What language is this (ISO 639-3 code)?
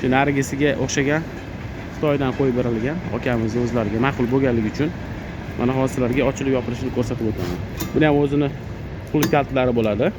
uzb